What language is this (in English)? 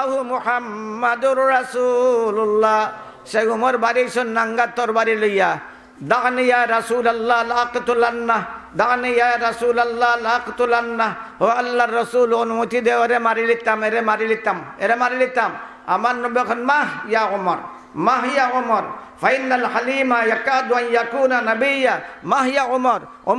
Sylheti